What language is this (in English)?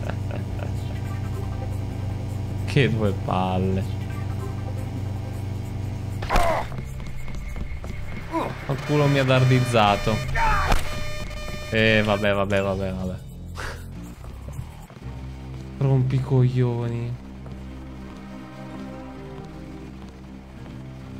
Italian